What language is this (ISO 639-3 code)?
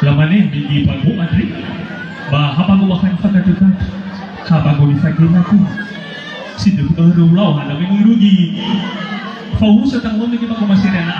nia